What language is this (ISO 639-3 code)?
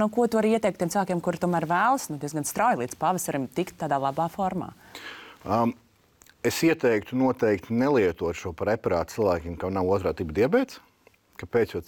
lav